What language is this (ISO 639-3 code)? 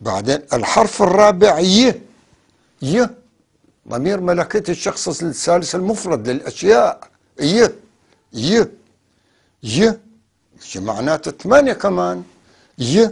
apc